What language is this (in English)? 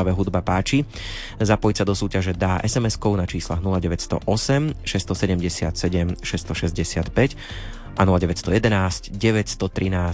Slovak